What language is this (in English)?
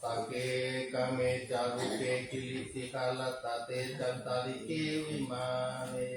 Pali